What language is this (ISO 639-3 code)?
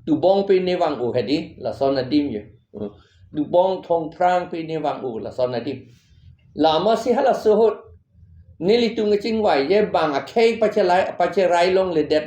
mjw